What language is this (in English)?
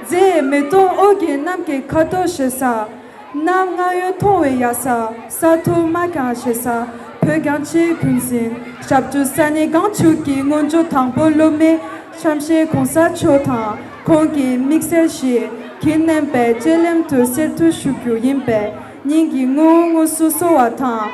Tibetan